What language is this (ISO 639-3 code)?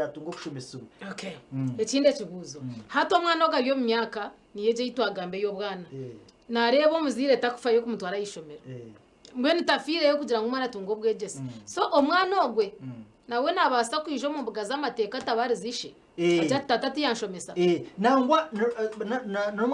nyn